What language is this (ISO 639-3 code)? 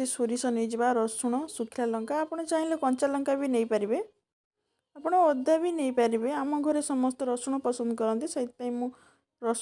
ori